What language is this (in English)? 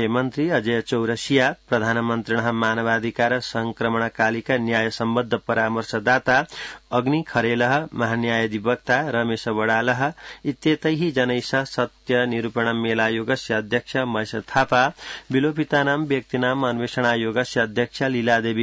Sanskrit